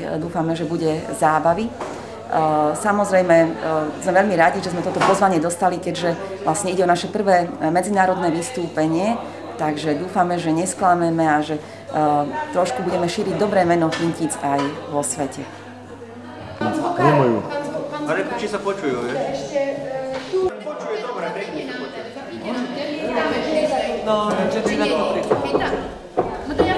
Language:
Slovak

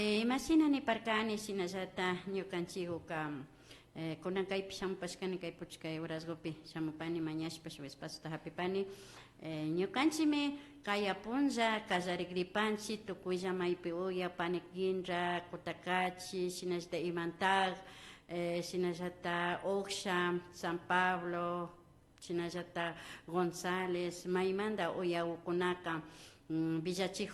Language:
Imbabura Highland Quichua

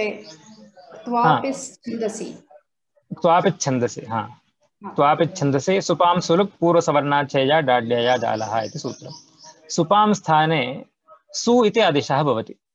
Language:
Sanskrit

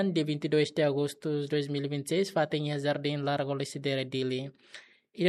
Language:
Tetum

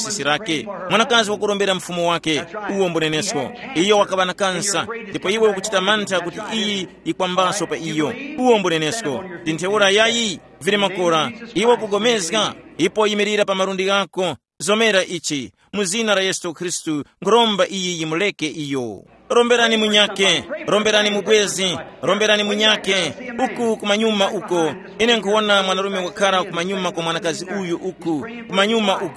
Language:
Tumbuka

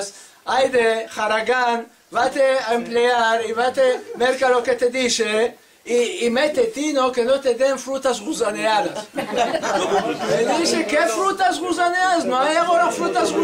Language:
Ladino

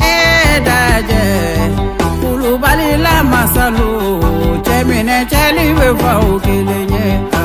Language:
Bambara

